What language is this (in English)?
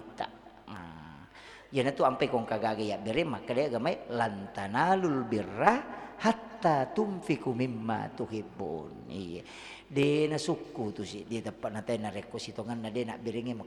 Buginese